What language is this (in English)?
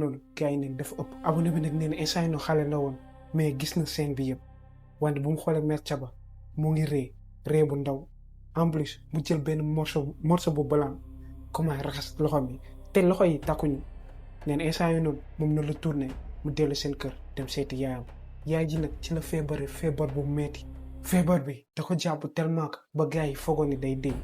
Wolof